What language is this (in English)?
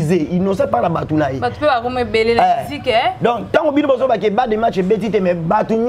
Lingala